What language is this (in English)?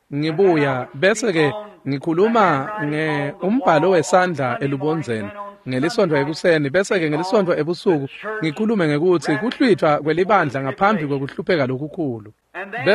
Swati